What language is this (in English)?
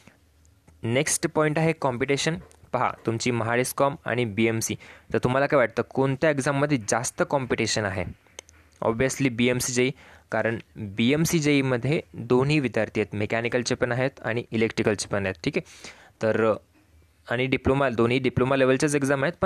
Marathi